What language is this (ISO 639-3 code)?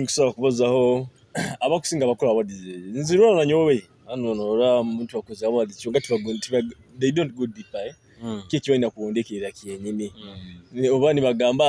nyo